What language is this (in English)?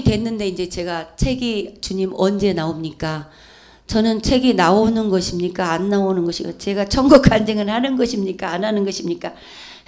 Korean